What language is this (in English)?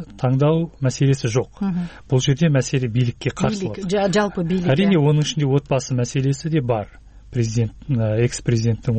Kyrgyz